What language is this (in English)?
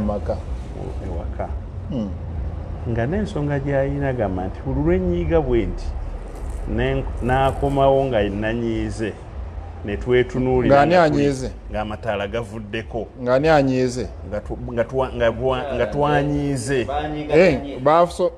Ganda